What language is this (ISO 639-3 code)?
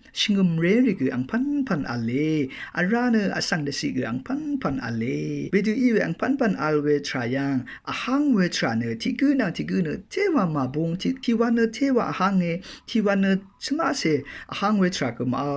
raw